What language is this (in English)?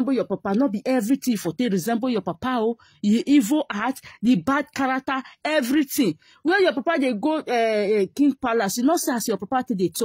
Nigerian Pidgin